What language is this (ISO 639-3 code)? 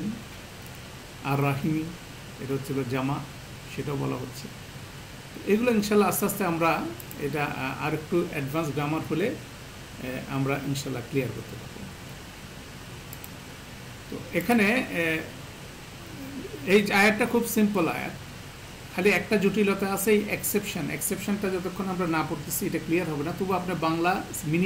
ben